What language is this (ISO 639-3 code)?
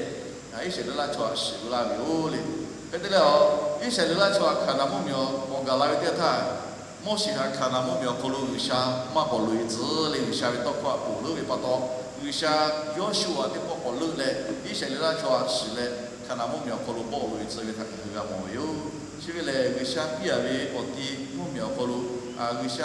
lhu